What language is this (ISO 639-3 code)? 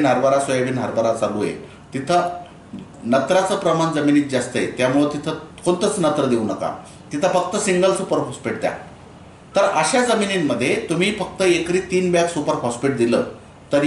mar